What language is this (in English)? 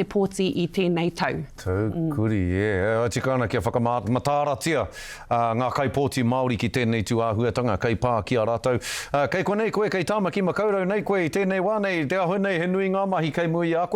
Māori